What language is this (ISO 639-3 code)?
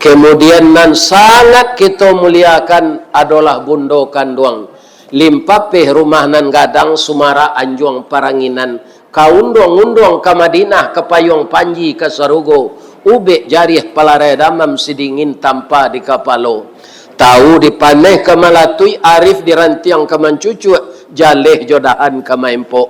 min